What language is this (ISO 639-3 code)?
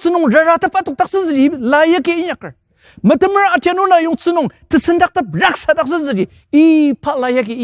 njo